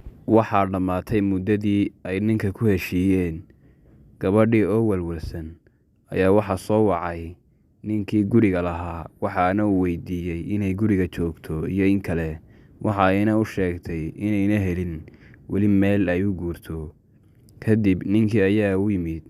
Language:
Somali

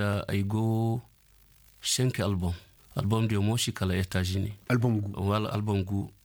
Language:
Koyraboro Senni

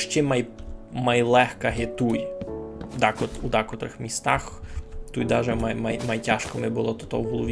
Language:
Rusyn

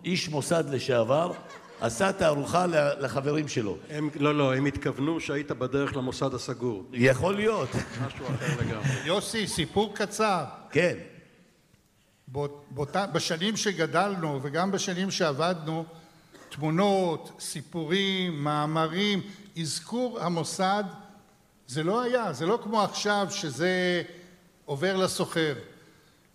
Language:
Hebrew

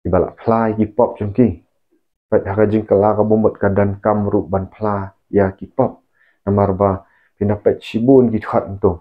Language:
Khasi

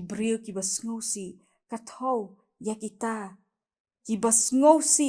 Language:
Khasi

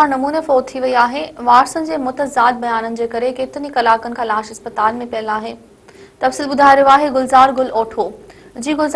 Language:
Sindhi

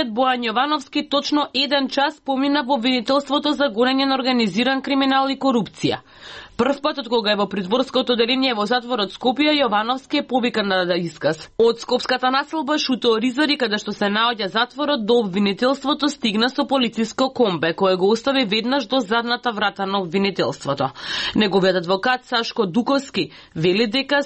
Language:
Macedonian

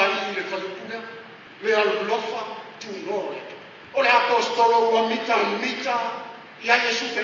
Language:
Samoan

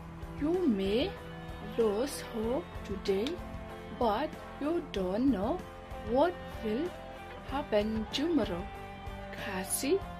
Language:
Khasi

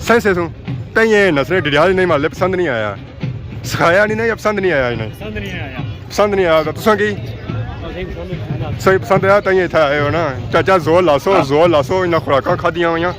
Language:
Pahari-Potwari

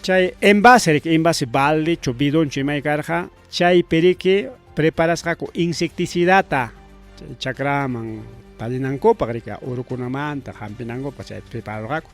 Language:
Ayacucho Quechua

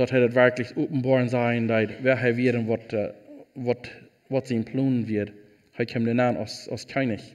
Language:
Plautdietsch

